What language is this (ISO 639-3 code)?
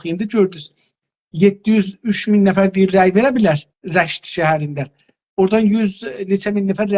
azb